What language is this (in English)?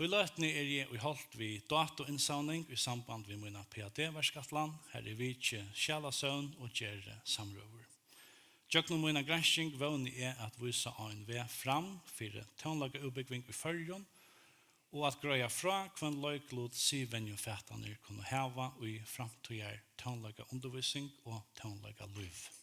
Faroese